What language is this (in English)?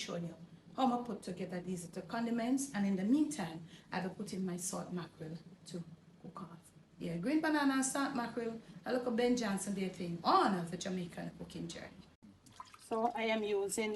Jamaican Creole English